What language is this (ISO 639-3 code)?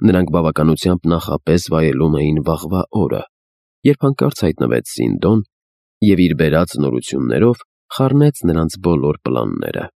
hye